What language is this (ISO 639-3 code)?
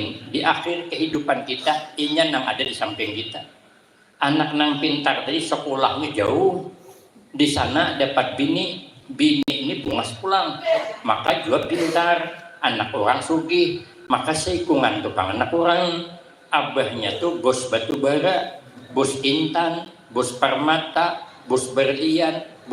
bjn